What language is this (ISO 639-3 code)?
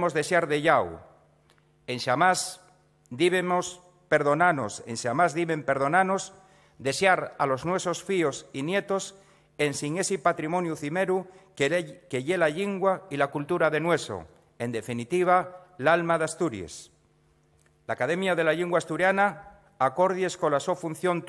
ast